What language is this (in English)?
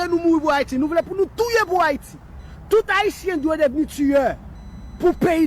Haitian Creole